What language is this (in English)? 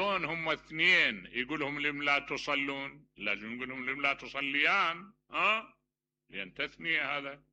Mesopotamian Arabic